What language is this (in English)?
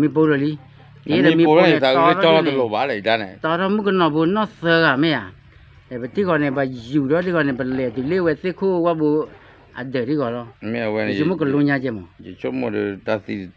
S'gaw Karen